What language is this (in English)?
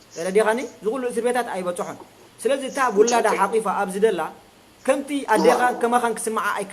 Tigrinya